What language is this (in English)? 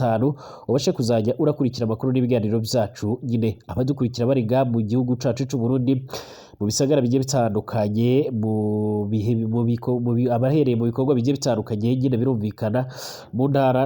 Rundi